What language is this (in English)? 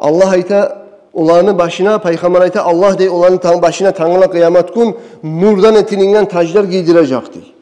Kumyk